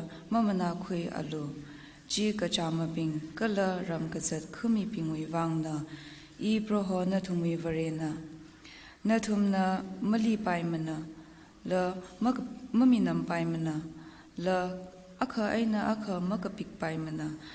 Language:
Tangkhul Naga (India)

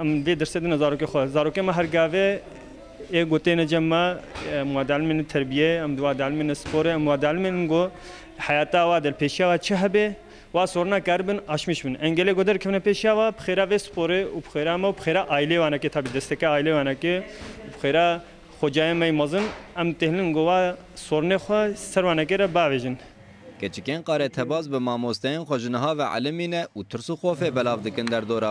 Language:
Kurdish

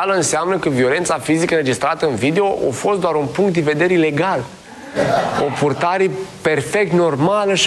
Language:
Romanian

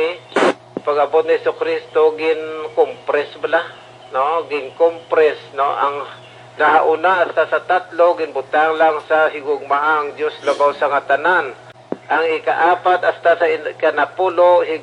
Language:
Hiligaynon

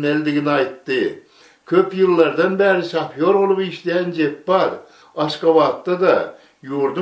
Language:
Turkmen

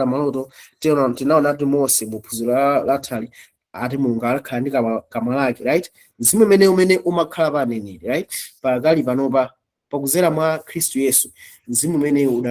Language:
Nyanja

